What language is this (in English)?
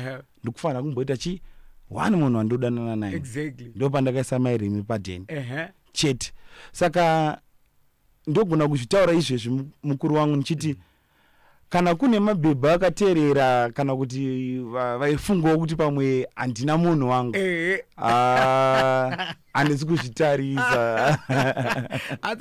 Shona